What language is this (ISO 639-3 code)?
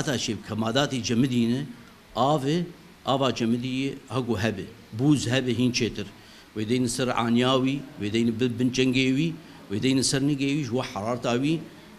kur